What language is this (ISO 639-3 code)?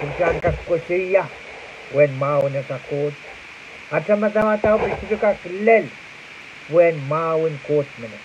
pon